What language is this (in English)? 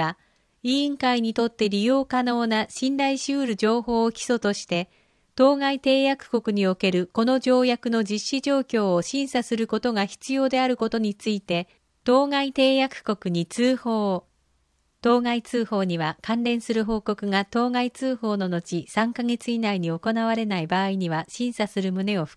Japanese